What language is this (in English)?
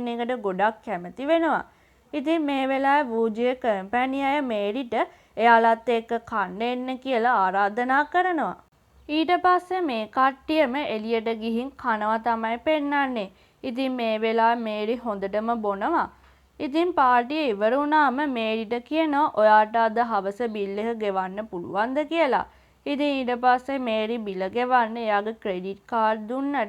Sinhala